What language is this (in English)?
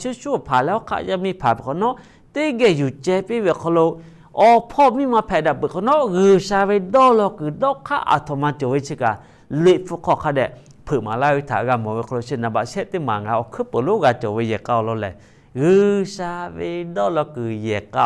Lahu